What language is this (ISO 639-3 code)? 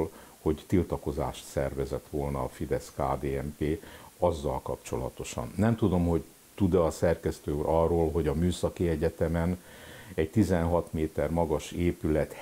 hun